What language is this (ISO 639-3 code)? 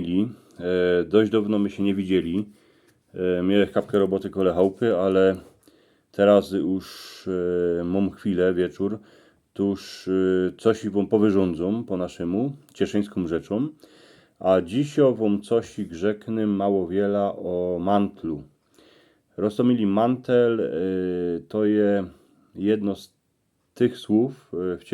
szl